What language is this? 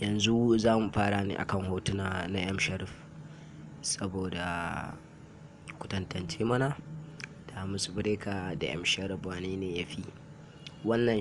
Hausa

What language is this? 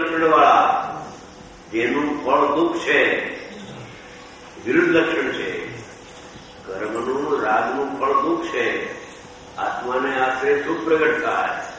Gujarati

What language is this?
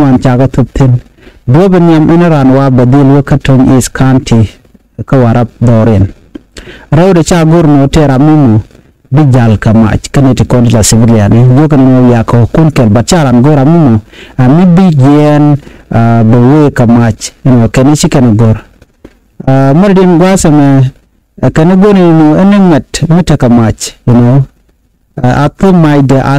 Nuer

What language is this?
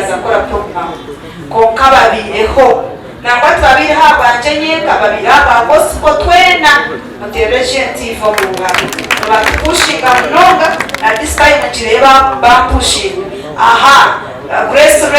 Nyankole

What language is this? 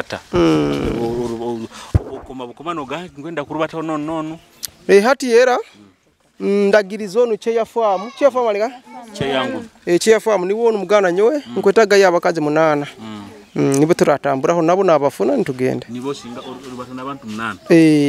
Nyoro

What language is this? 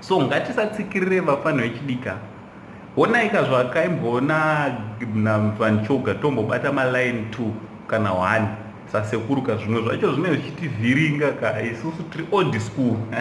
Shona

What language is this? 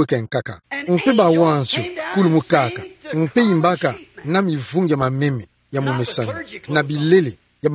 Kituba (Democratic Republic of Congo)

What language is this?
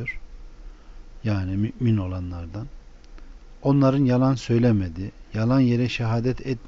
Turkish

